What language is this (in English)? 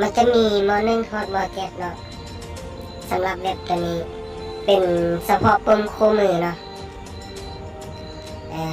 Lao